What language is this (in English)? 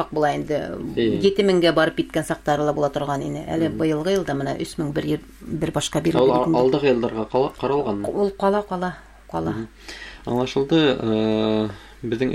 Bashkir